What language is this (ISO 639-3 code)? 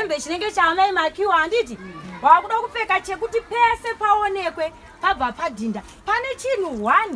sna